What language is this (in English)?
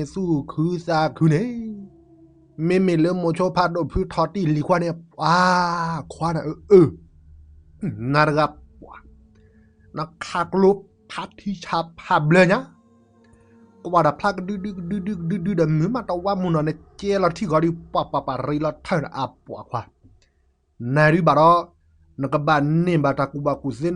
S'gaw Karen